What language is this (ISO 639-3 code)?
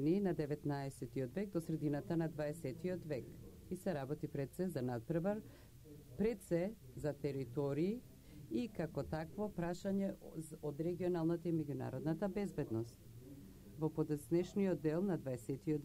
mkd